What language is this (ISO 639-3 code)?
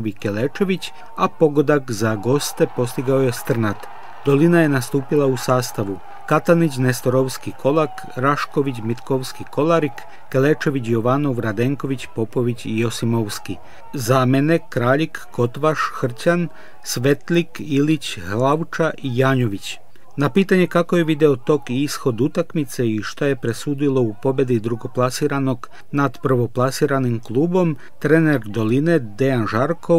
srp